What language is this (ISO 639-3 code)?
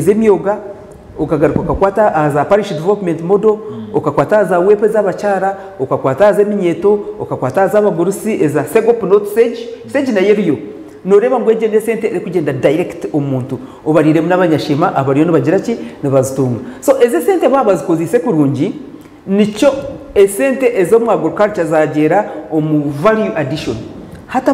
nyn